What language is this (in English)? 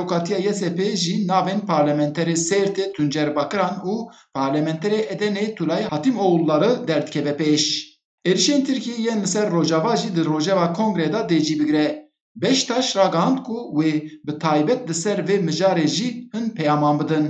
Kurdish